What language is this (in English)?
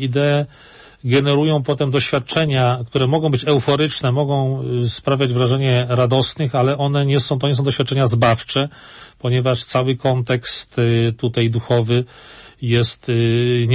Polish